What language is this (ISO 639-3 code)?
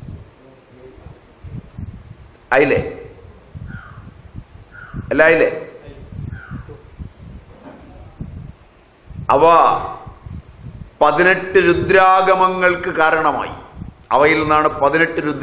mal